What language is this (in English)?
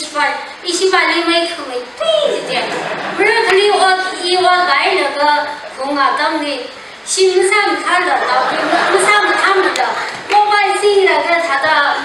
Tangkhul Naga (India)